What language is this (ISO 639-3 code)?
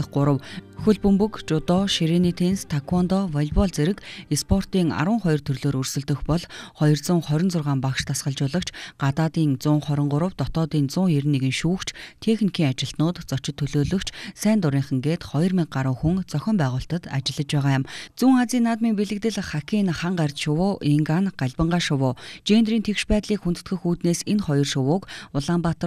mon